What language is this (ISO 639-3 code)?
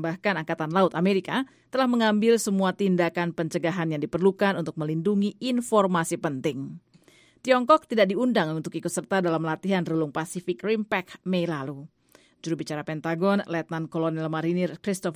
ind